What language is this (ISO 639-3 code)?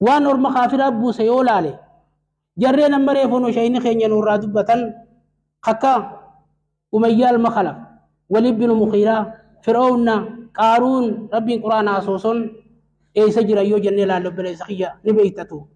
orm